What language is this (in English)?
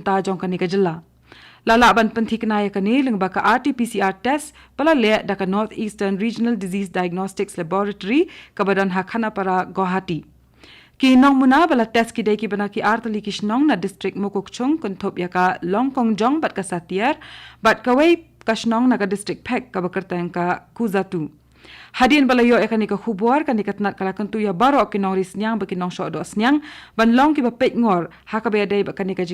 Khasi